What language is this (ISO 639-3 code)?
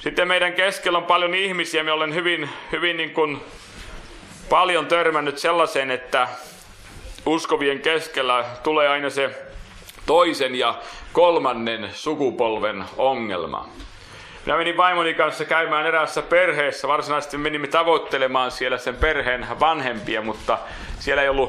fin